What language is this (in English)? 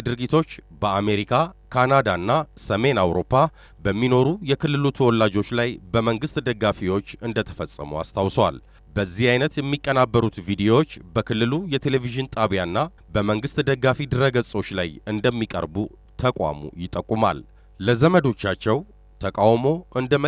Amharic